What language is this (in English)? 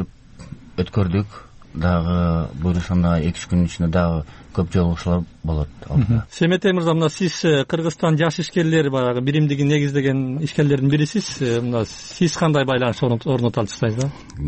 Kyrgyz